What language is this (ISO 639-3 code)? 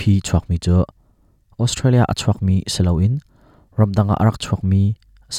cnh